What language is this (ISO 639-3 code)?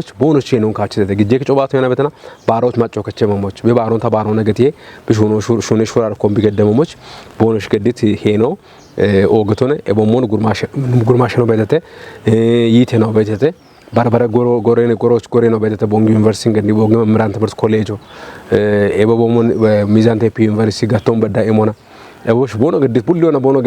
kbr